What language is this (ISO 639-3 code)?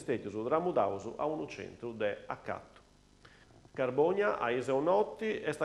srd